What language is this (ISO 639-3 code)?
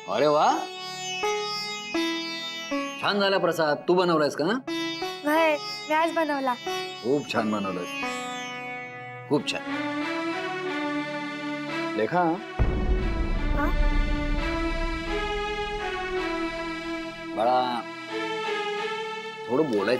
mar